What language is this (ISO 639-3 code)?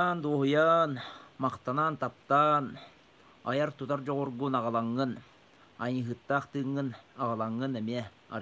sah